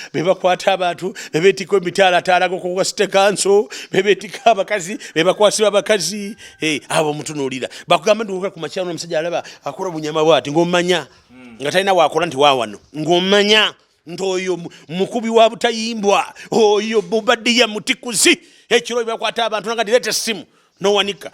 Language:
Ganda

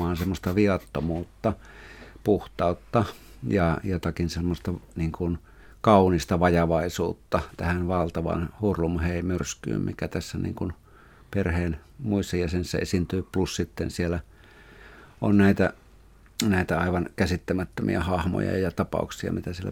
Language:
Finnish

